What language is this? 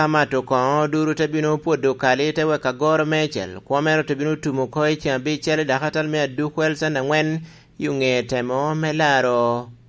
Lango (Uganda)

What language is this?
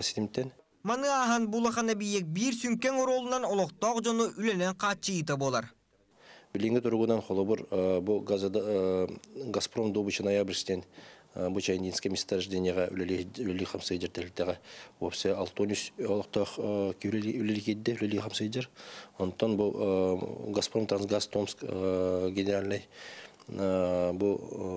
Yakut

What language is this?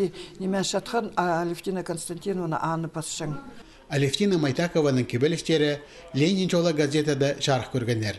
Khakas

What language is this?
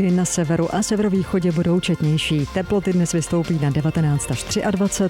Czech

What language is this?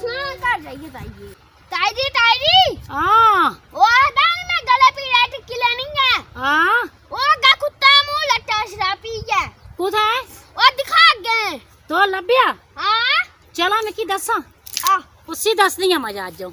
Dogri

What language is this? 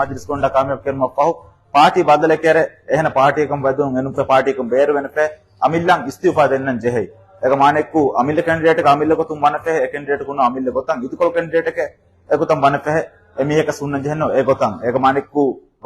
Divehi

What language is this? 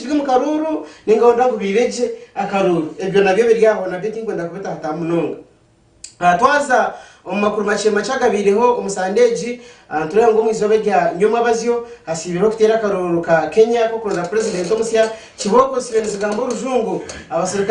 Nyankole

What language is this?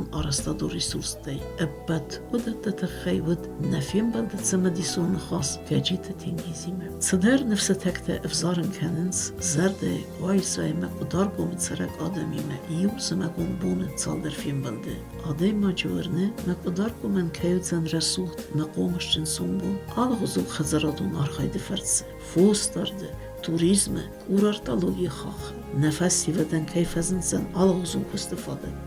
Ossetic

